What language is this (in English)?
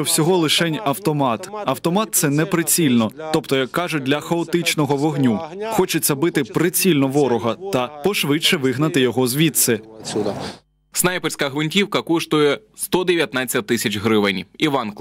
Ukrainian